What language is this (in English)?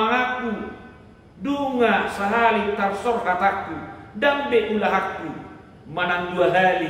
Batak Toba